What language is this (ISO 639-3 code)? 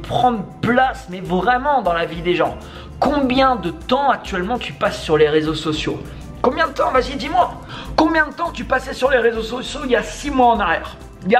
fra